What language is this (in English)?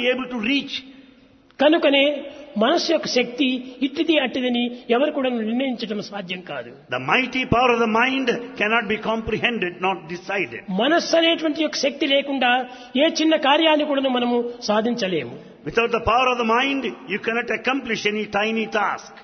Telugu